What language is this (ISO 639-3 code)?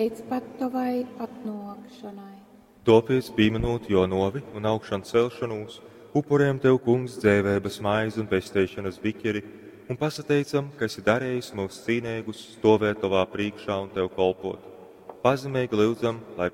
ltg